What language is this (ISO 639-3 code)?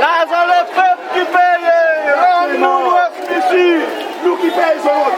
crs